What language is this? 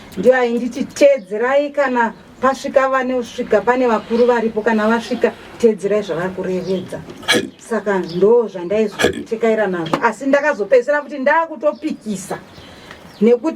Shona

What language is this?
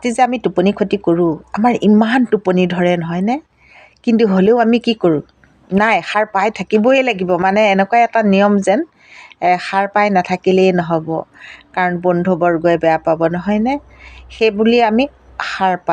Assamese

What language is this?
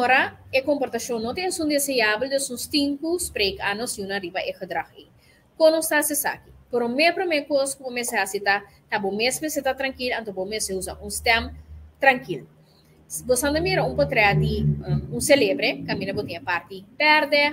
Papiamento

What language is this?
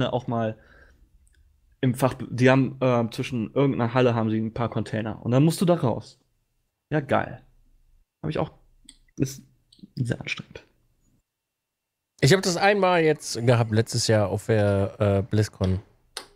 German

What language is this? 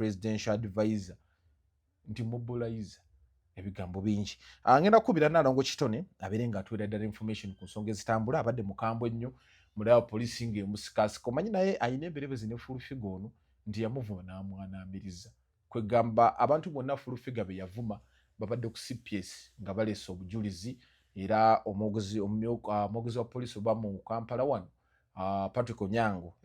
Ganda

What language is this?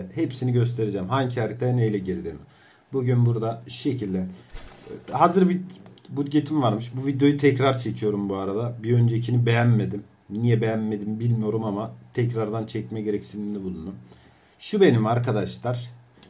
Turkish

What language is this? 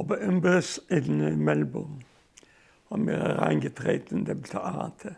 Yiddish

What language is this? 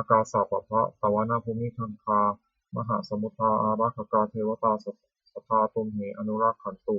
Pali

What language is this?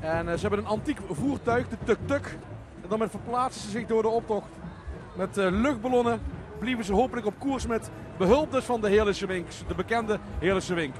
Limburgish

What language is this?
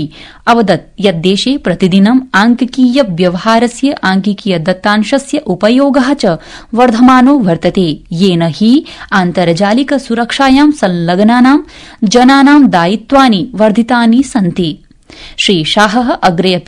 Sanskrit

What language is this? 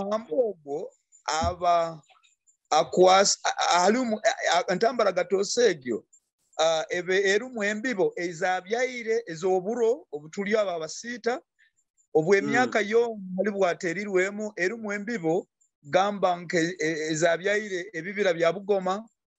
Nyoro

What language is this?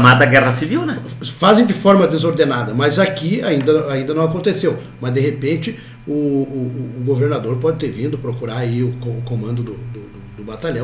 Portuguese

